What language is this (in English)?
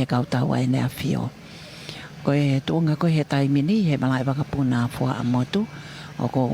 Tongan